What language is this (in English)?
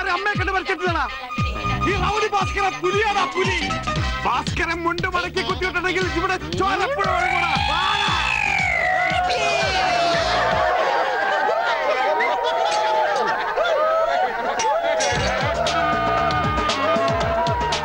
Malayalam